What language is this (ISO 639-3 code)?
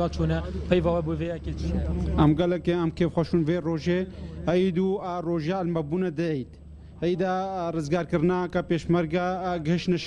kur